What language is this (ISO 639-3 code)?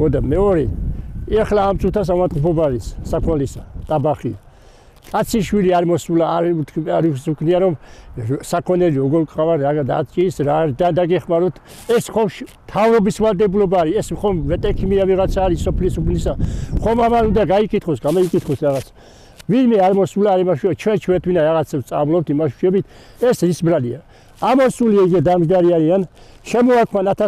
kat